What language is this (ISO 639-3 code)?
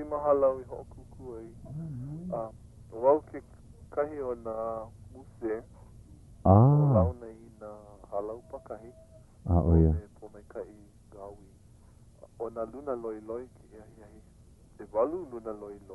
haw